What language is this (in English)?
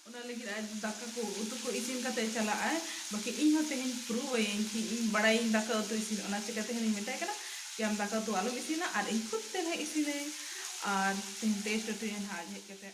Santali